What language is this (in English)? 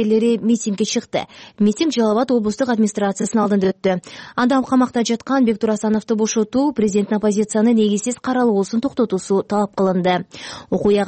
Kyrgyz